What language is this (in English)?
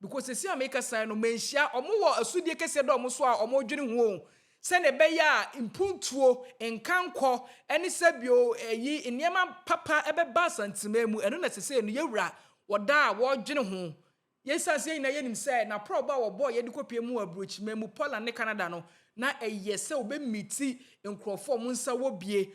Akan